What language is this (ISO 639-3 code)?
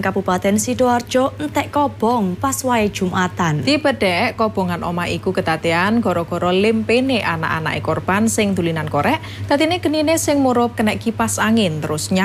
jav